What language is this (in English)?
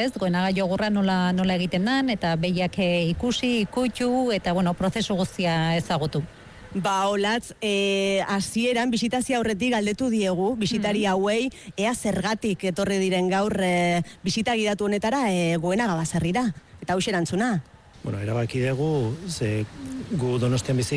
Basque